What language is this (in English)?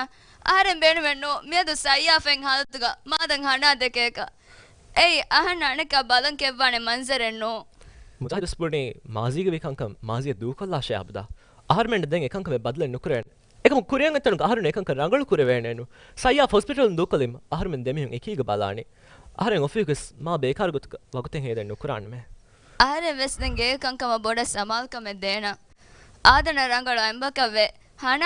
Divehi